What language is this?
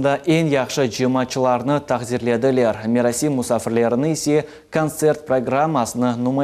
Crimean Tatar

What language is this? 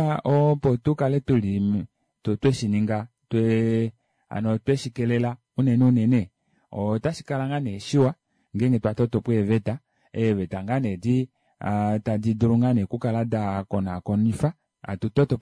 Kuanyama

